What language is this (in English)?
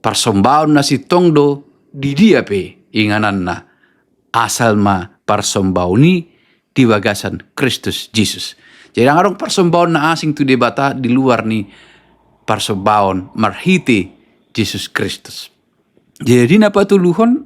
Batak Toba